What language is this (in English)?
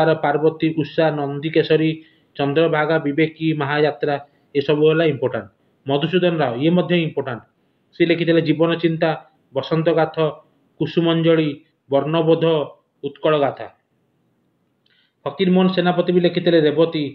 Odia